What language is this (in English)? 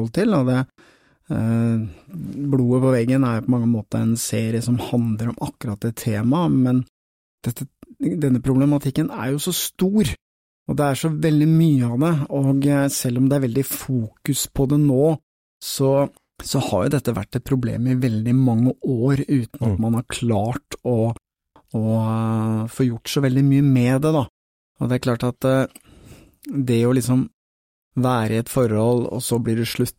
Norwegian